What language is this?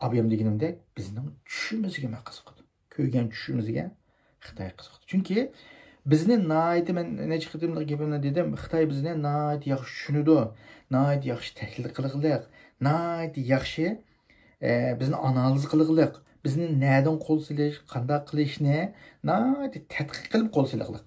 Uyghur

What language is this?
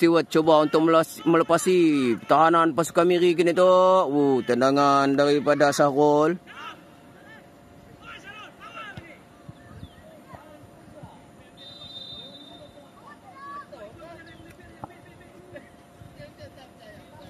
Malay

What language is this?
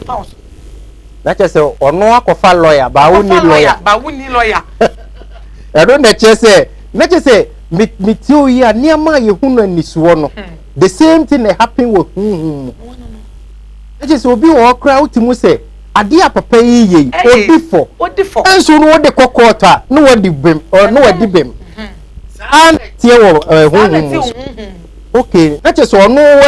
Akan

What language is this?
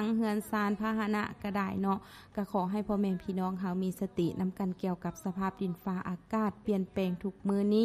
Lao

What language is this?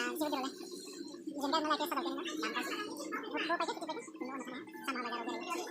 Riang (India)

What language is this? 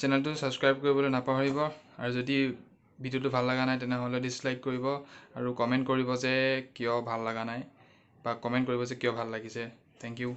Assamese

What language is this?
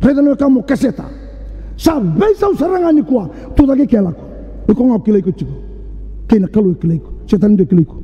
Fijian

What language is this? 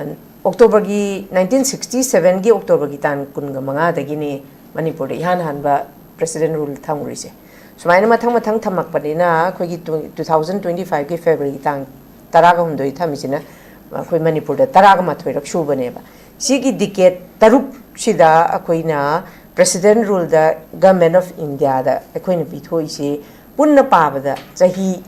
Manipuri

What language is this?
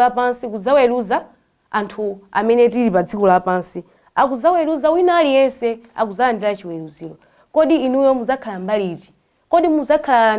Nyanja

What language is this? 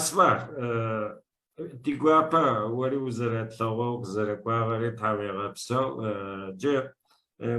Adyghe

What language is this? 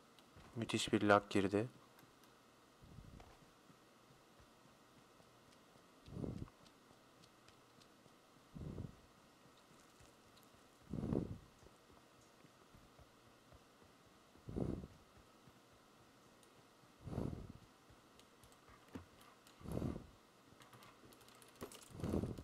Turkish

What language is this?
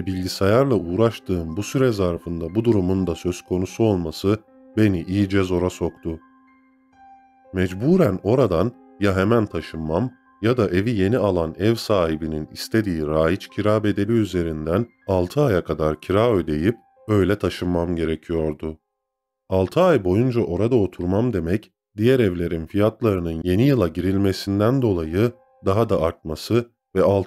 Turkish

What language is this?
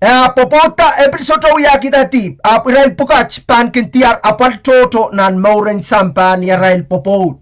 Pohnpeian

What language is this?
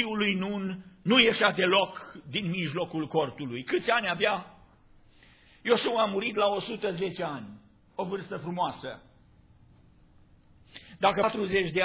Romanian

